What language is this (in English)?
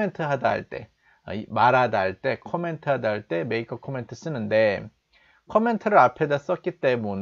Korean